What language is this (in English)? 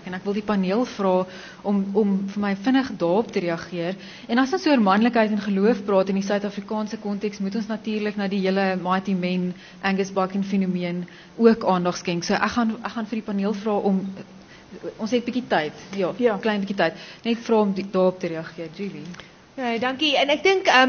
Afrikaans